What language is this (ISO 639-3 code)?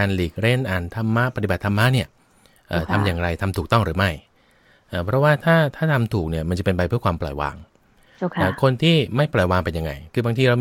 tha